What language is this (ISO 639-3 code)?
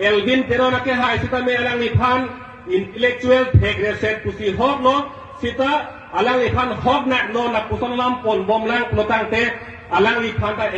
mjw